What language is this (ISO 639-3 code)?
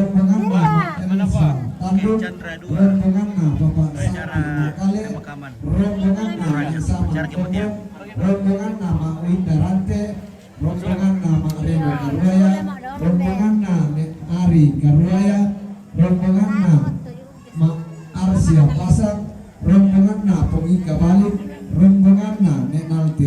sda